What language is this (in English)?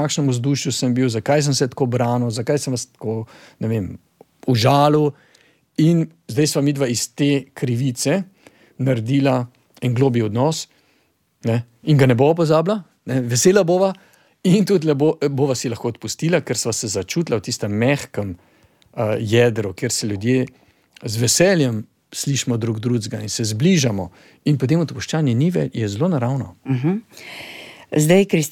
Slovenian